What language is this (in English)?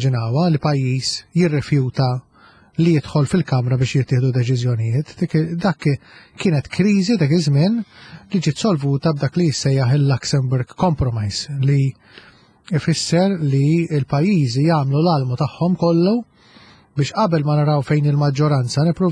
Maltese